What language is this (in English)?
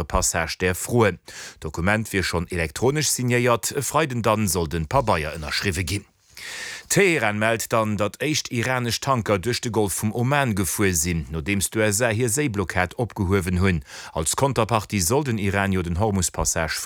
Luxembourgish